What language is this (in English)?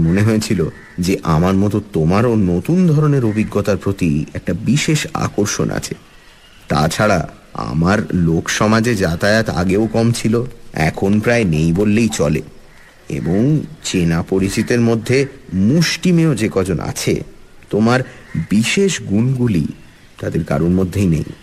Bangla